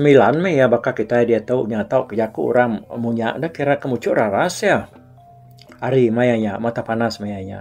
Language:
Iban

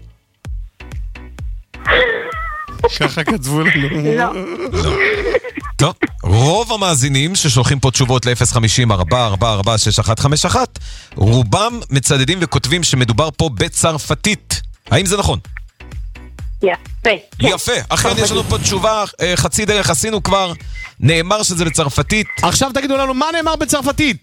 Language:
Hebrew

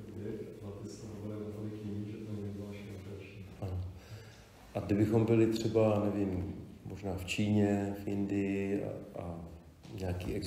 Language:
Czech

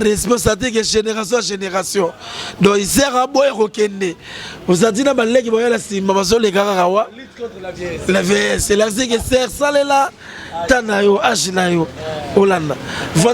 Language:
Lingala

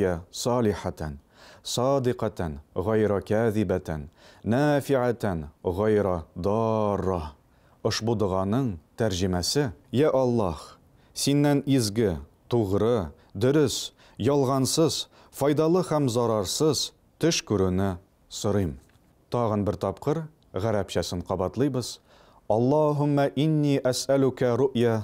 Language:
Tatar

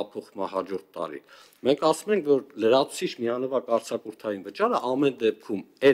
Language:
Armenian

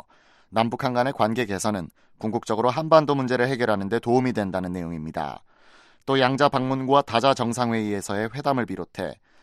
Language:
Korean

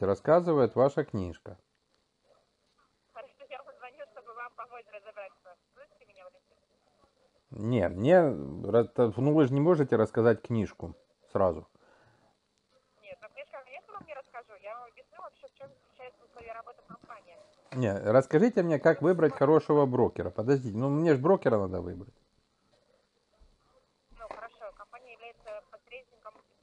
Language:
Russian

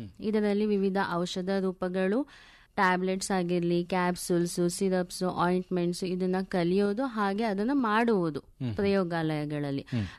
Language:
Kannada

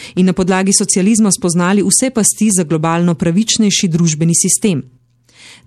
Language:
Slovenian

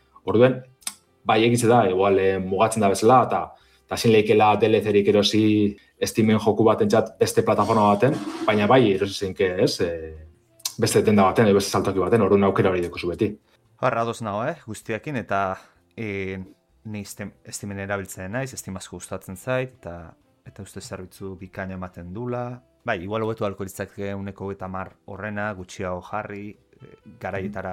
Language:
Basque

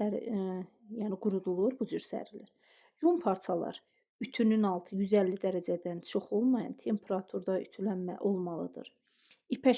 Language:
Azerbaijani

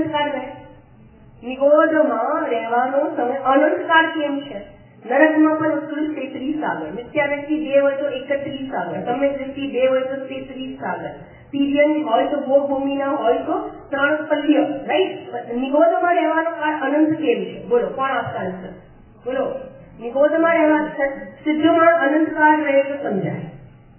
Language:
Gujarati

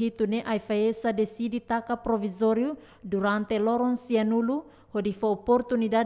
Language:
Tetum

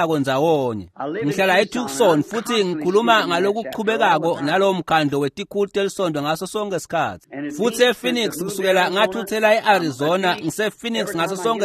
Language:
Swati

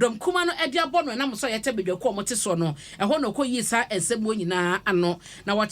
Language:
Akan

